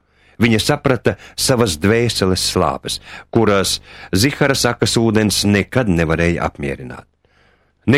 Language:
Latvian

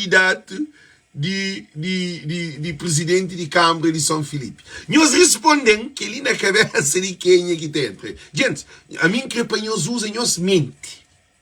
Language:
Kabuverdianu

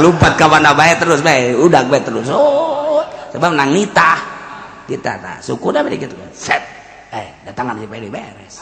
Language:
Sundanese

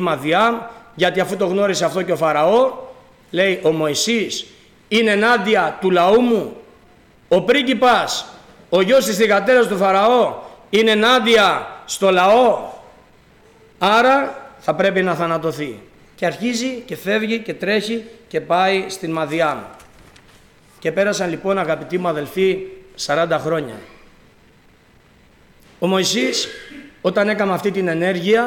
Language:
Greek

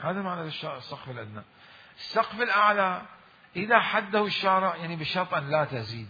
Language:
Mesopotamian Arabic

